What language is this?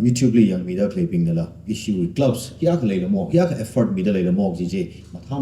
Tangkhul Naga (India)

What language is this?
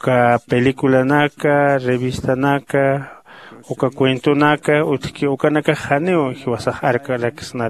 Aymara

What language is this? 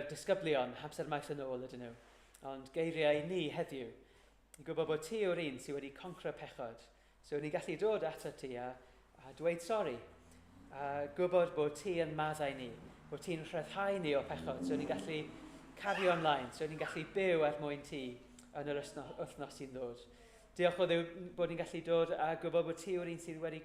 Welsh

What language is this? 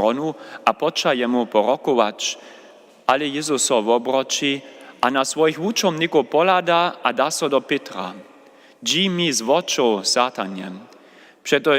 Upper Sorbian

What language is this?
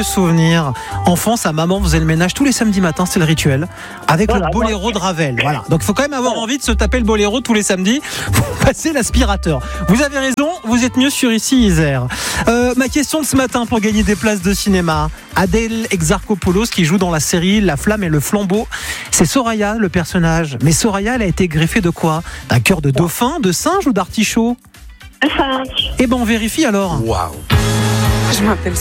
French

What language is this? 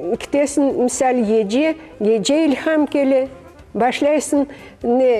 Crimean Tatar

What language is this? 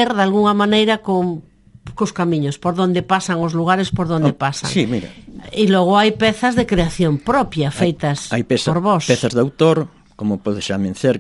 Galician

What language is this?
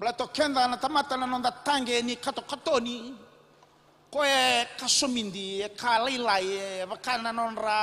Fijian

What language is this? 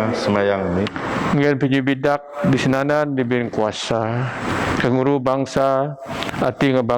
Biatah Bidayuh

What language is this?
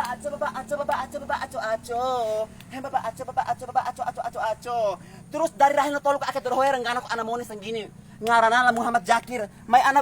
Bima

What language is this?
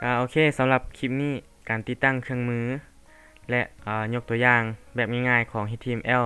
Lao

